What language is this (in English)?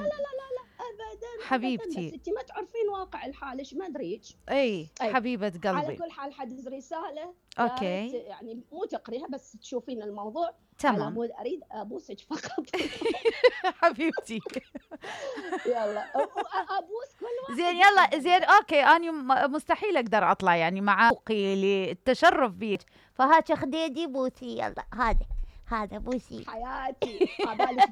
Mesopotamian Arabic